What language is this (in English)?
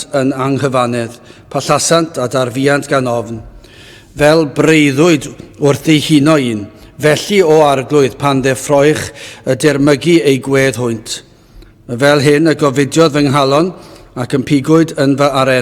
Welsh